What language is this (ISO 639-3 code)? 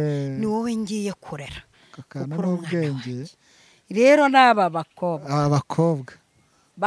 kin